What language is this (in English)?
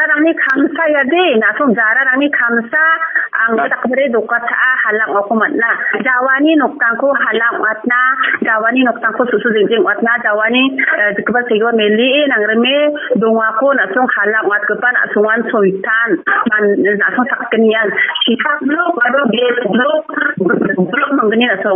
Garo